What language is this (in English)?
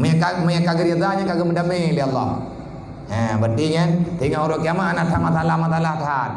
Achinese